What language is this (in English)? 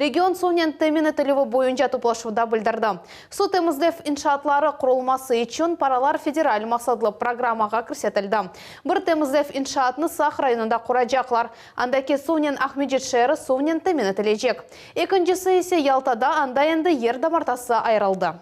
Crimean Tatar